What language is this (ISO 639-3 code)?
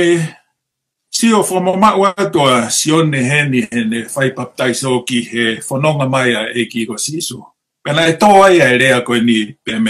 ton